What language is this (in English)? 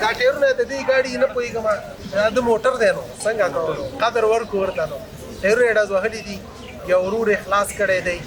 Pashto